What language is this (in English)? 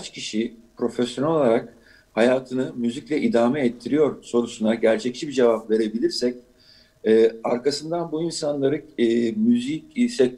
Turkish